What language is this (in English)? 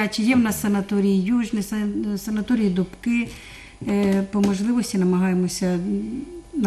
Ukrainian